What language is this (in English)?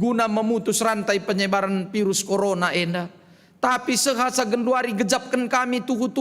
Batak Karo